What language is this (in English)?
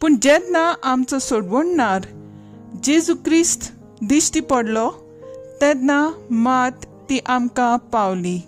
Konkani